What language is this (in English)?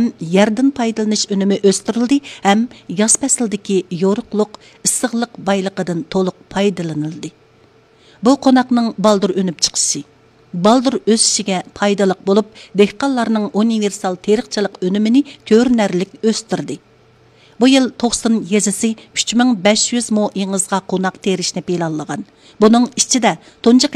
Uyghur